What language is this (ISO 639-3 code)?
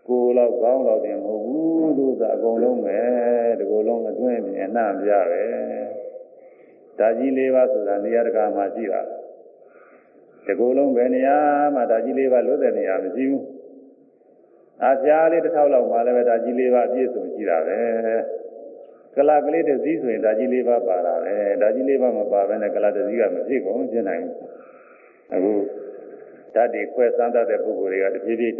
mya